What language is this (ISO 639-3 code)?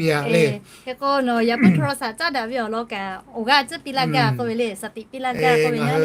lhu